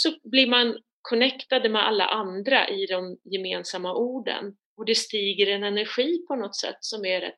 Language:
Swedish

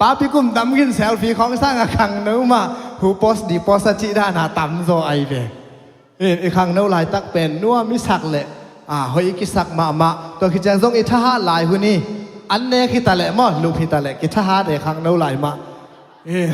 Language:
Tedim Chin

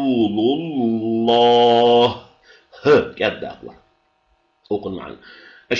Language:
Ingush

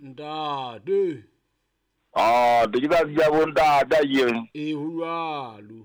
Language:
Southern Sotho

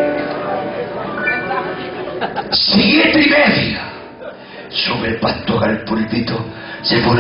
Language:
Spanish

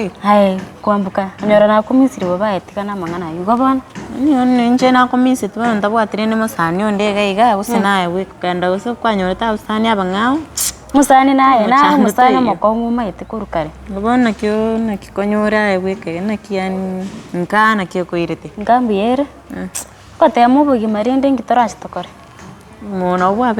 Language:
Gusii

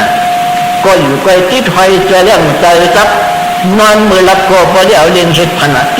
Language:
Shan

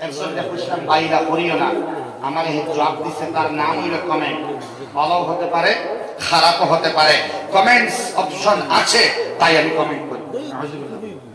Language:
Sylheti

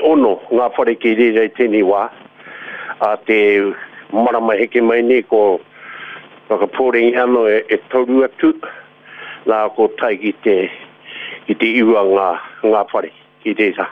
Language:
Māori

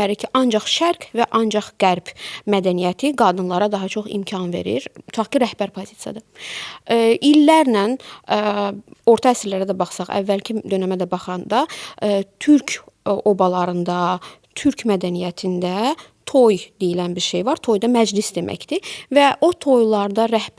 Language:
Azerbaijani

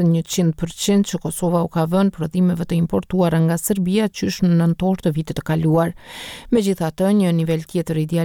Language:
Albanian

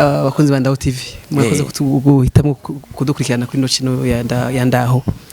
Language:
Rundi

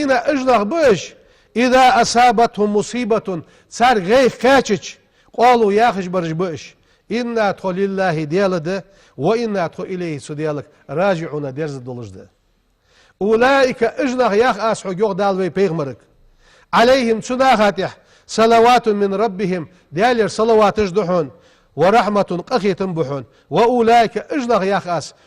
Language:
Ingush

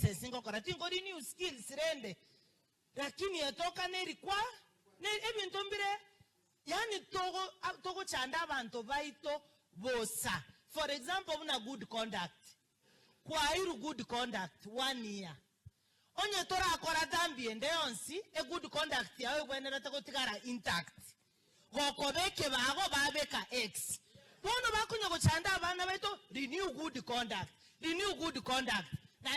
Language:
Gusii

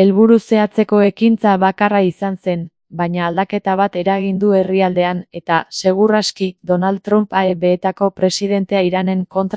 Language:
Basque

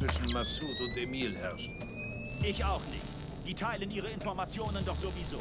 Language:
Bavarian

